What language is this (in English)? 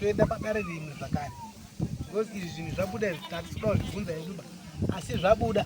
Shona